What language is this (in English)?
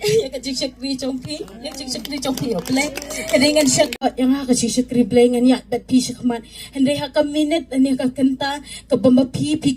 Khasi